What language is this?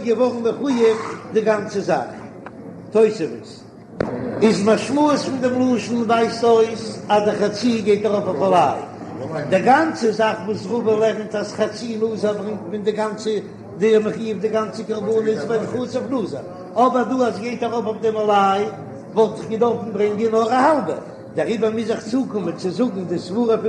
Yiddish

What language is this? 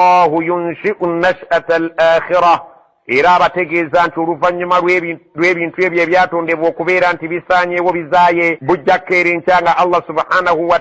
Ganda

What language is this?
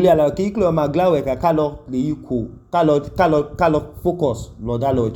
Idoma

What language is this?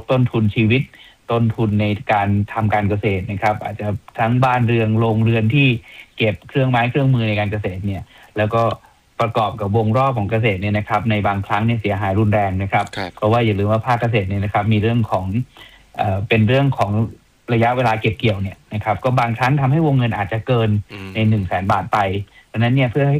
Thai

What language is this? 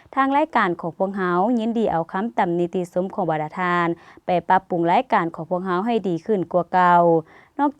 Lao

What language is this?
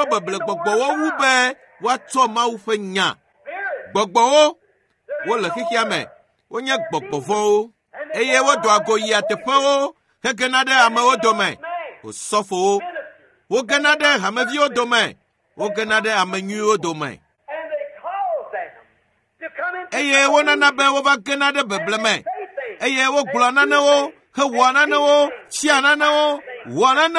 Ewe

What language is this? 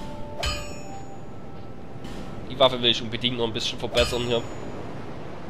German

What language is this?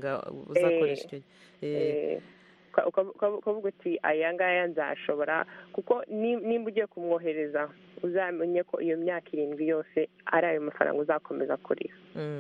Kinyarwanda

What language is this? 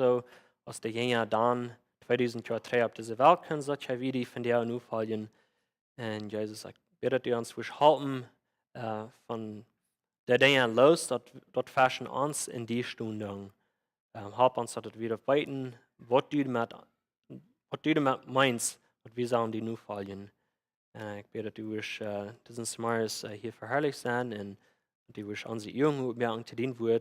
Plautdietsch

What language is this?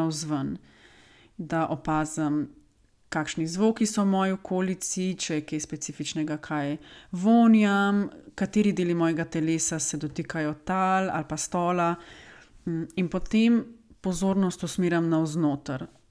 Slovenian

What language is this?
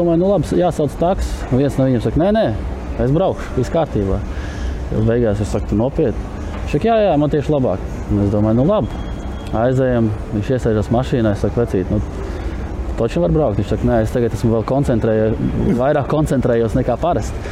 Latvian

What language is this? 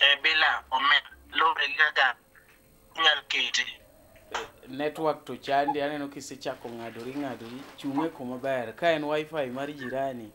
Luo (Kenya and Tanzania)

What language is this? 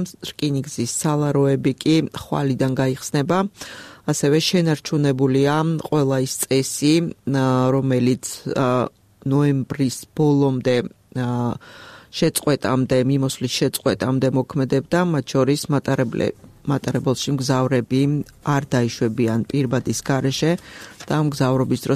Georgian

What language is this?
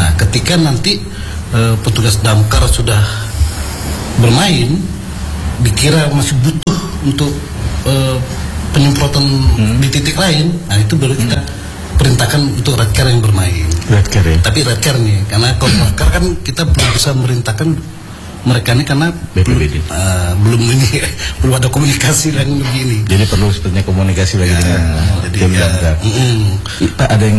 Indonesian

